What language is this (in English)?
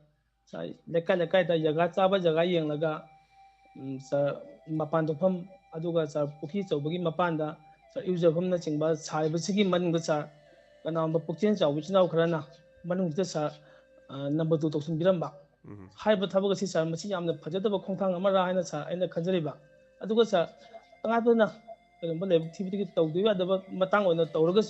Manipuri